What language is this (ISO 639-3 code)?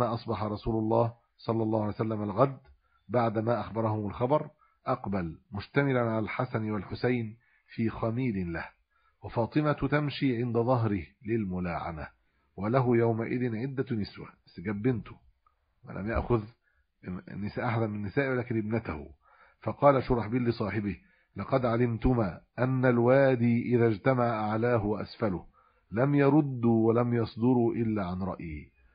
ara